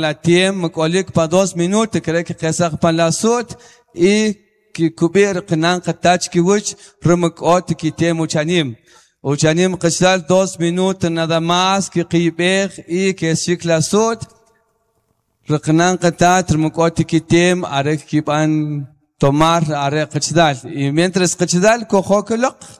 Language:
Kʼicheʼ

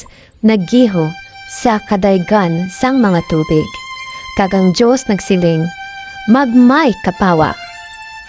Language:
Hiligaynon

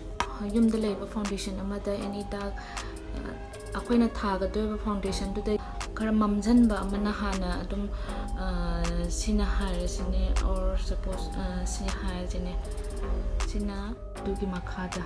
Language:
Manipuri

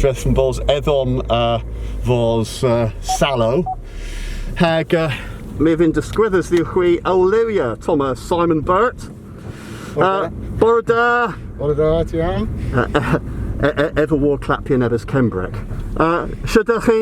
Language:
Cornish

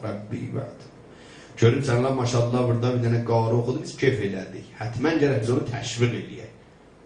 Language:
South Azerbaijani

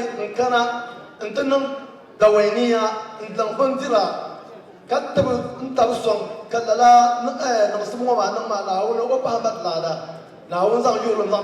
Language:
Dagbani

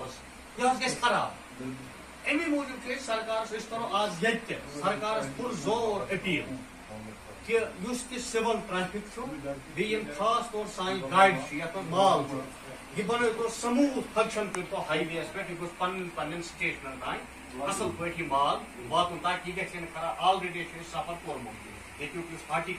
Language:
Kashmiri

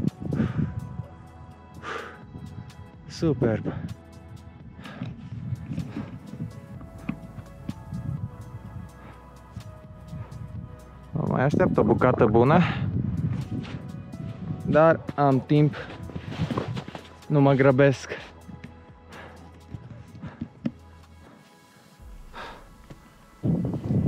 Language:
Romanian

